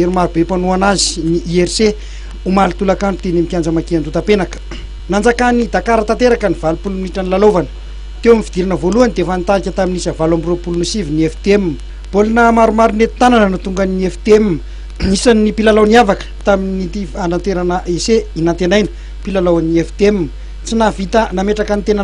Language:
Malagasy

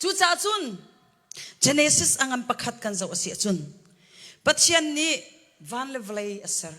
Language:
Hakha Chin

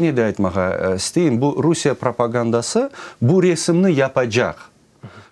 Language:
Crimean Tatar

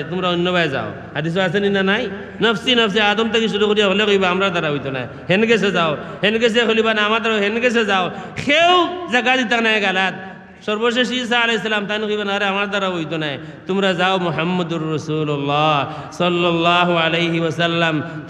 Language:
Sylheti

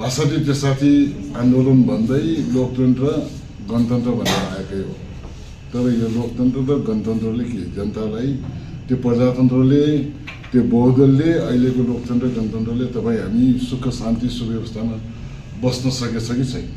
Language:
Nepali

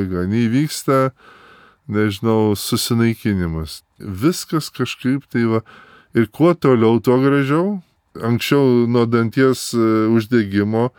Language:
Lithuanian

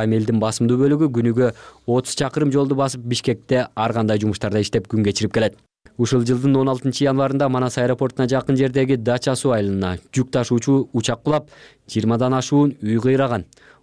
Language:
Kyrgyz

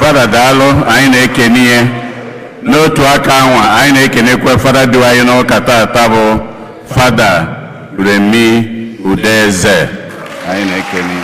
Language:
Igbo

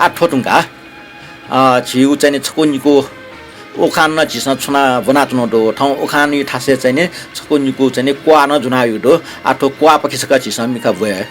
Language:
Newari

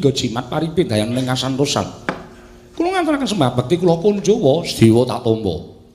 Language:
Javanese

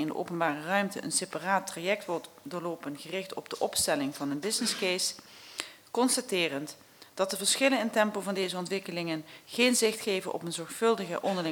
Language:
Dutch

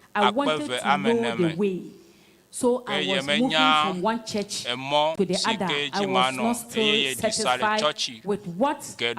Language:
Ewe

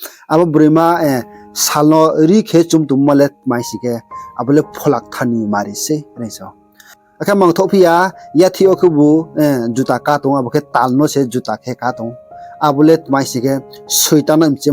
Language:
Riang (India)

